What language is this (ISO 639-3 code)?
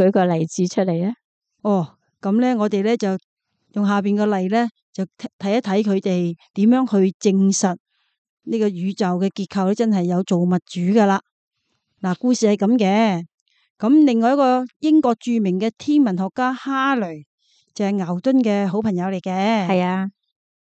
yue